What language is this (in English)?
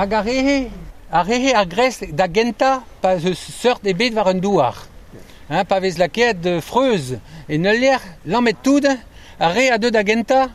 Breton